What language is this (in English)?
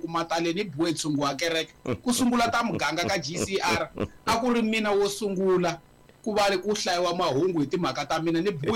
Tsonga